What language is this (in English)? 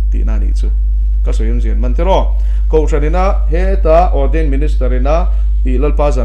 Mizo